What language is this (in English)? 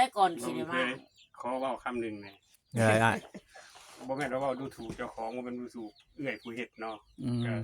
Northeastern Thai